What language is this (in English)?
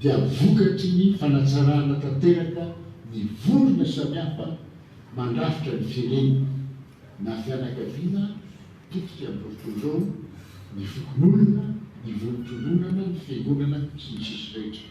Malagasy